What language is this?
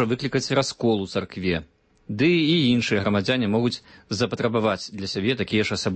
Belarusian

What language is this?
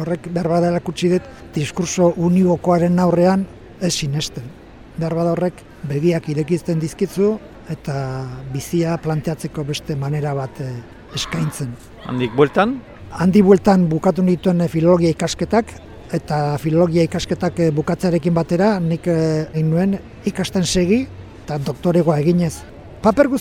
Basque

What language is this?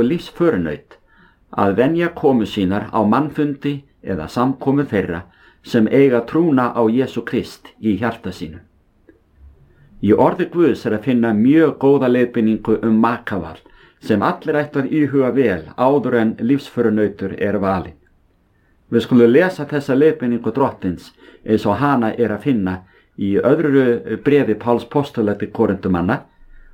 Icelandic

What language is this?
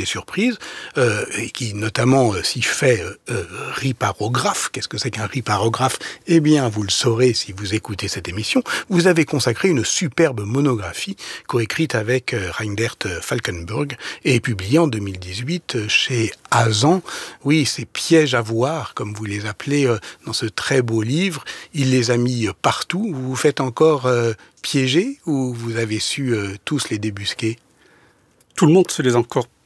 French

